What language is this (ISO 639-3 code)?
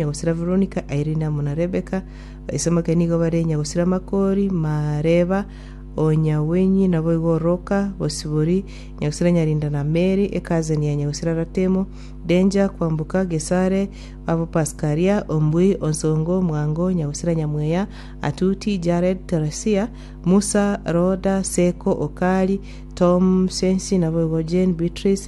guz